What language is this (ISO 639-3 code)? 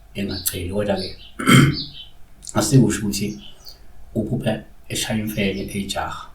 zul